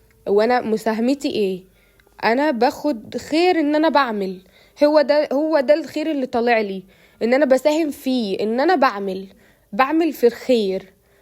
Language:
Egyptian Arabic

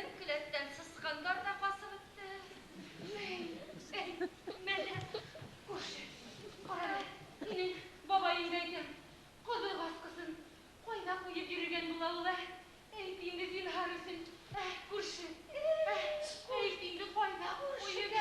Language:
Bashkir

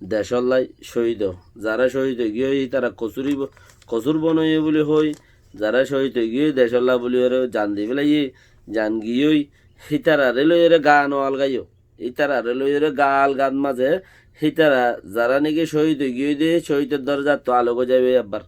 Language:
Rohingya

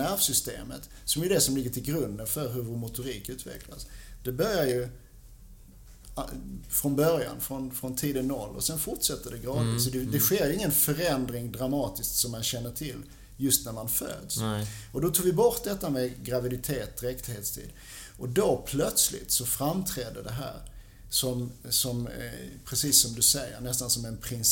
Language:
Swedish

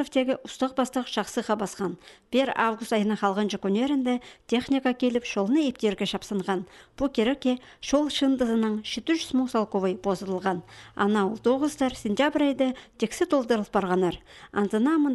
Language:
Khakas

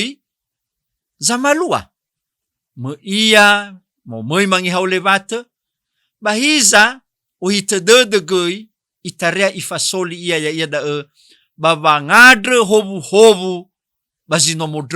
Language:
Nias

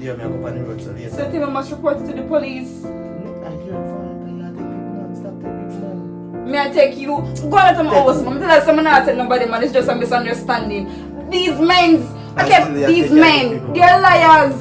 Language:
Jamaican Creole English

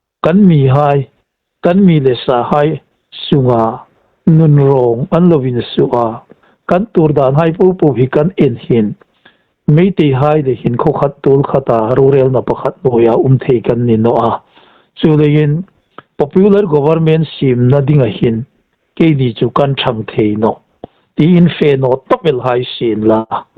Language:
Hmar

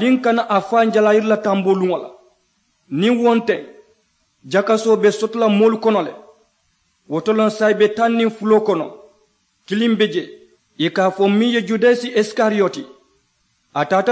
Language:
Mandingo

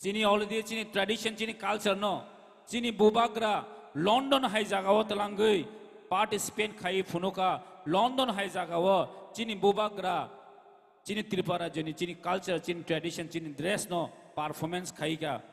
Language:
Kok Borok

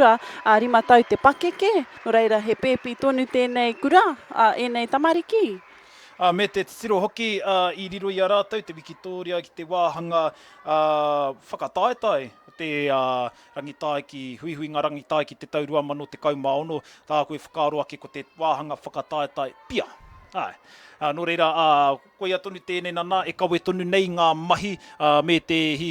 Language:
Māori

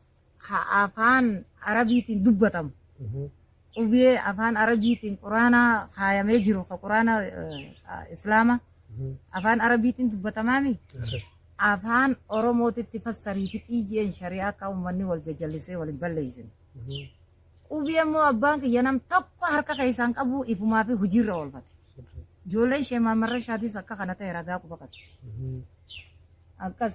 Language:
Oromo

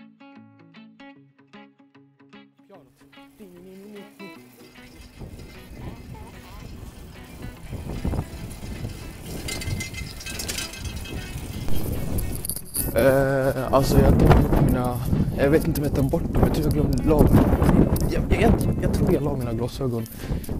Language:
Swedish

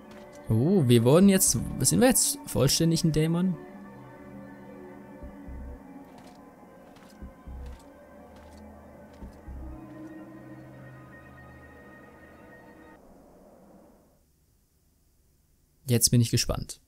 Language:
German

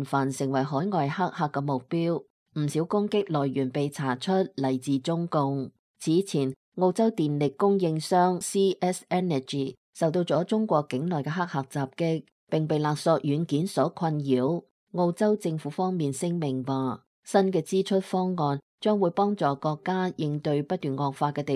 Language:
Cantonese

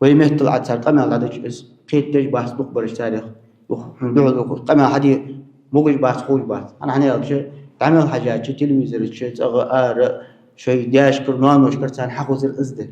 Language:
Ingush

